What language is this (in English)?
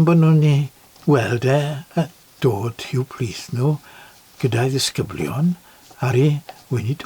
Welsh